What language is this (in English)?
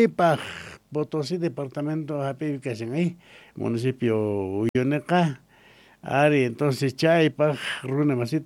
South Bolivian Quechua